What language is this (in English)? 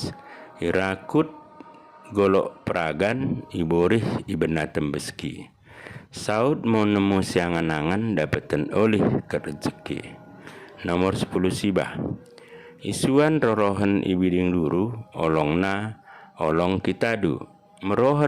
Batak Dairi